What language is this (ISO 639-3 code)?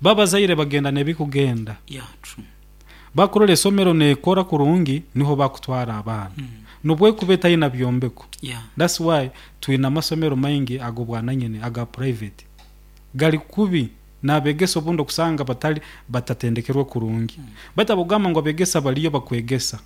nyo